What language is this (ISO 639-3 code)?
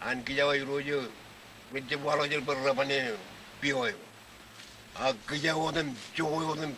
mah